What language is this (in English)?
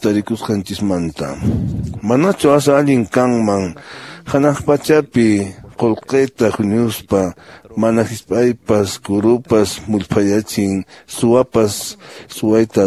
Quechua